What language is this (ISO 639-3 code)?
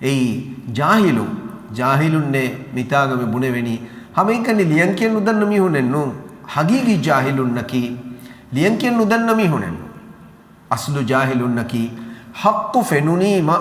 div